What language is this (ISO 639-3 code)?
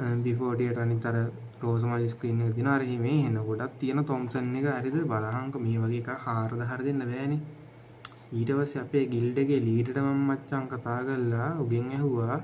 sin